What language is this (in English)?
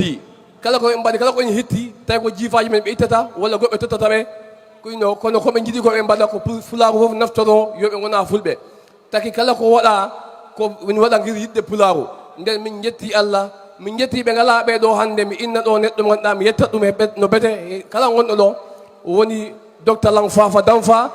Fula